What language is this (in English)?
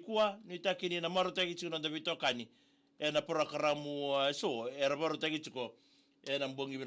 Fijian